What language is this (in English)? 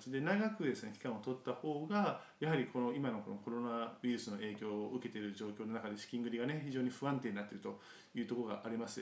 Japanese